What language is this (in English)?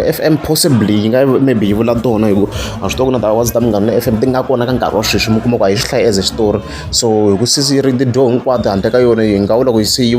Tsonga